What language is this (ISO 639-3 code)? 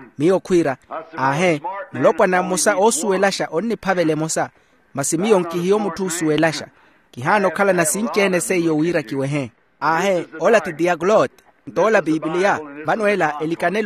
vmw